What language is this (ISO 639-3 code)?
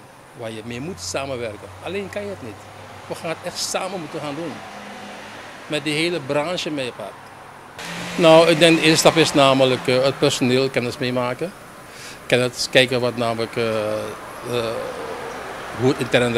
nld